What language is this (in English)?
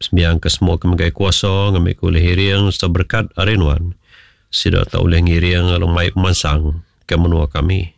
Iban